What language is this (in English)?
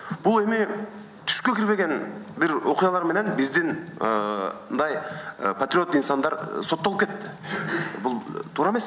Kyrgyz